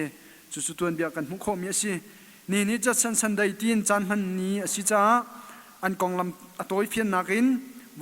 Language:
Hakha Chin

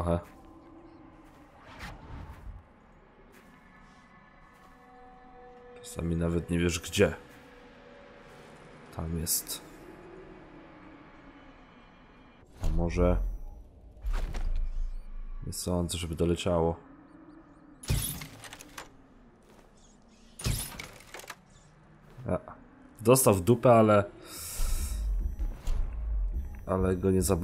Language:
Polish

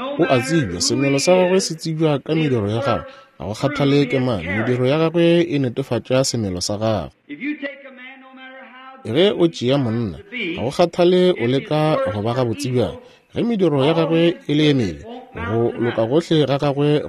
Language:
Northern Sotho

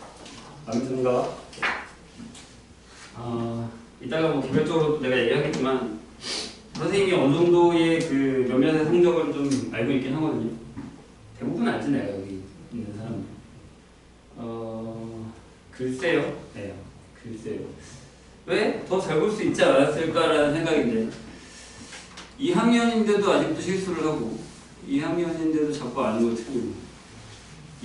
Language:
Korean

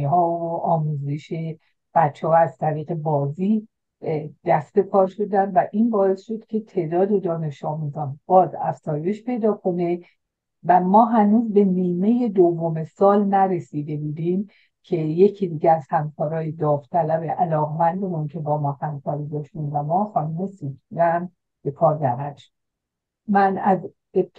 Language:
Persian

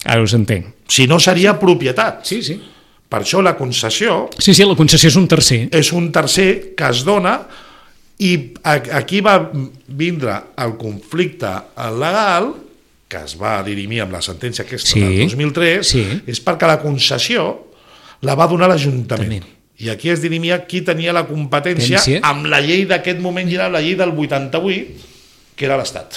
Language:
Catalan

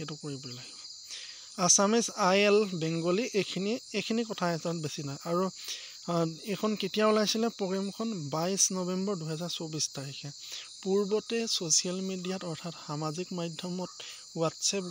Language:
Assamese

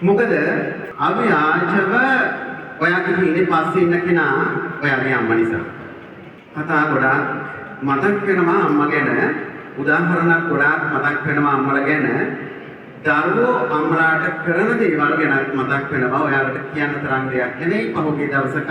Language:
Sinhala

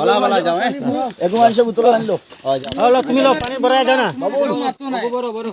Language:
Sylheti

